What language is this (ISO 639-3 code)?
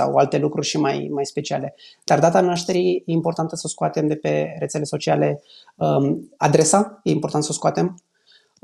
ron